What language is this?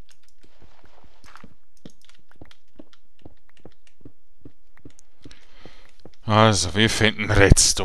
German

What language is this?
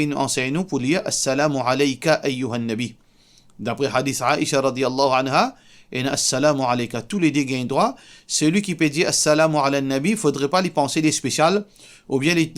Morisyen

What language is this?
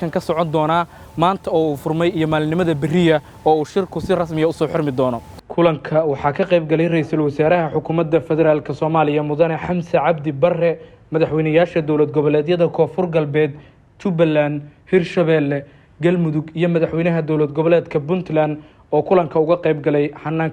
Somali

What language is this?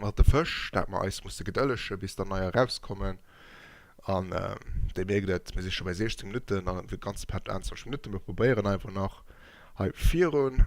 Luxembourgish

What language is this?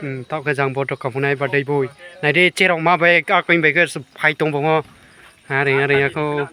Riang (India)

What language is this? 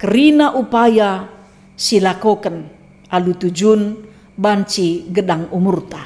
Batak Karo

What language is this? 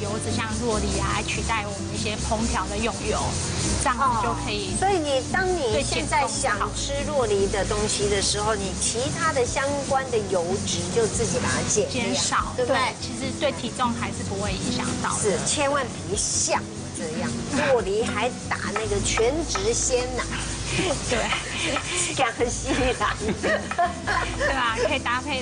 Chinese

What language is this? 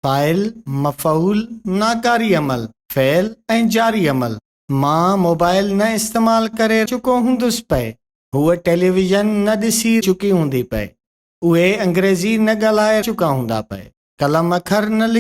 Sindhi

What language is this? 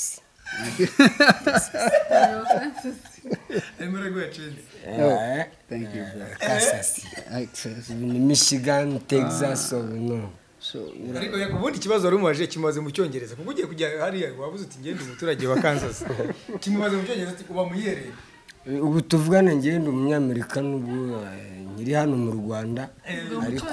Kinyarwanda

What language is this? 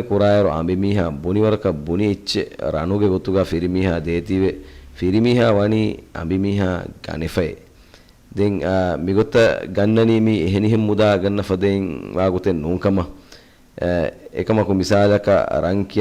Divehi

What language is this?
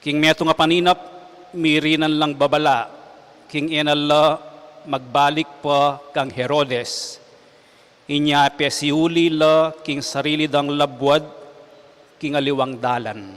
Pampanga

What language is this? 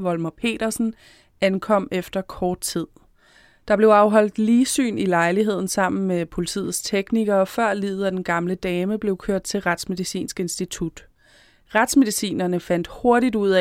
Danish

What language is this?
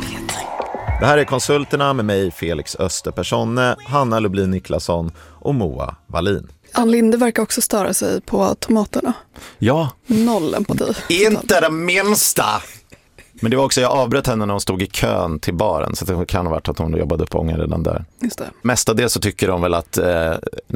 Swedish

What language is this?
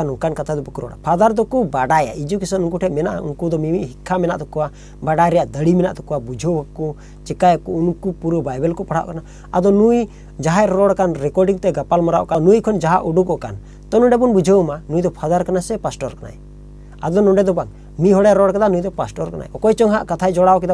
Santali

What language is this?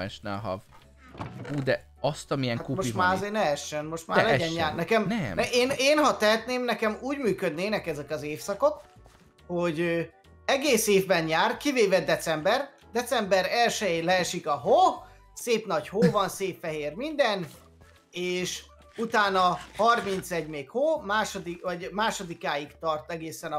Hungarian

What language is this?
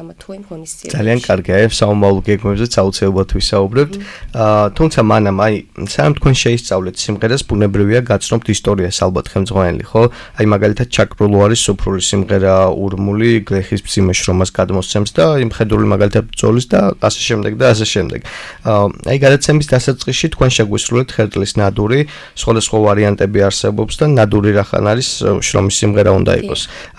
Georgian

